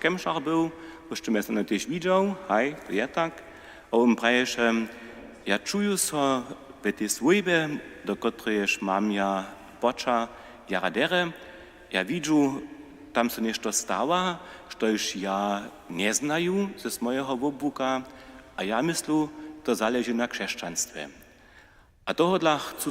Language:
Upper Sorbian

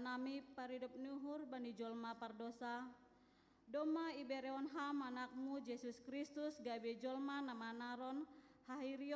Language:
Batak Simalungun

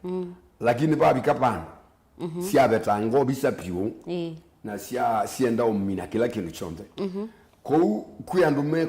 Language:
Kamba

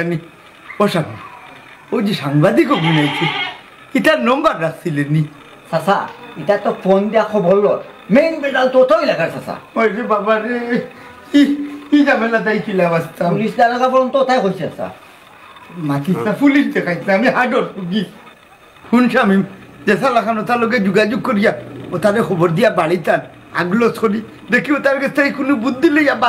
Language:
Sylheti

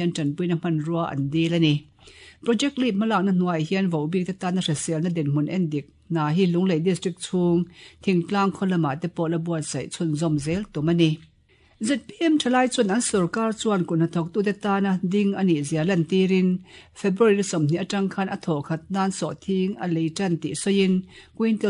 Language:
Mizo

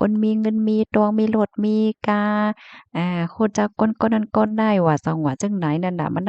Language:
Shan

